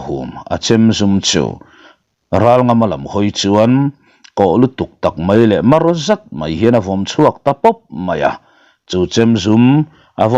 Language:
Mizo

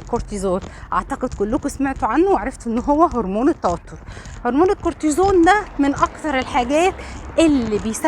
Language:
Egyptian Arabic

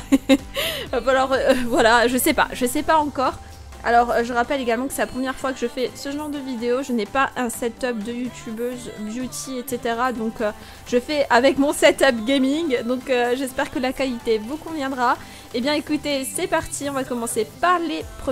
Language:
French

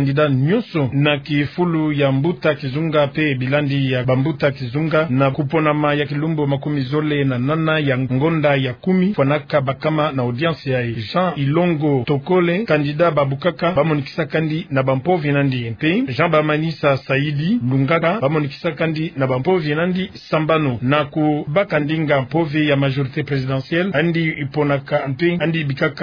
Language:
Kituba (Democratic Republic of Congo)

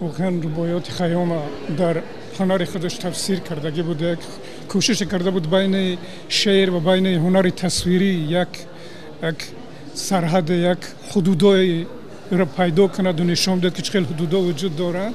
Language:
Tajik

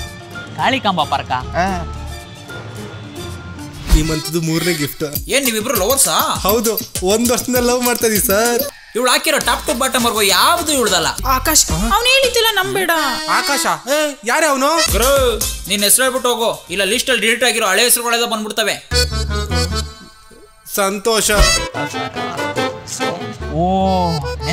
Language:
Kannada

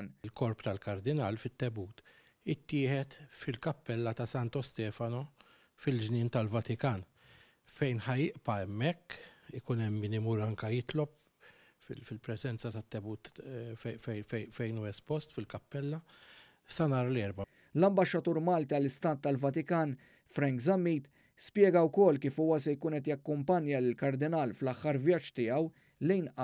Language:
Maltese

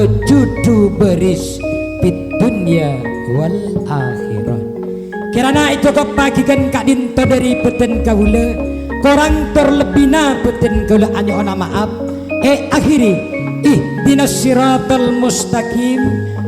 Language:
Madurese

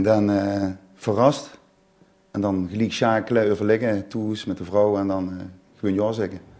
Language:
Limburgish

